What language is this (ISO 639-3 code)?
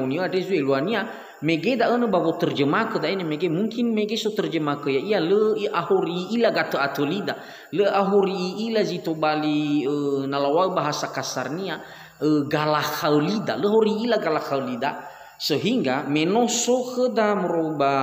nia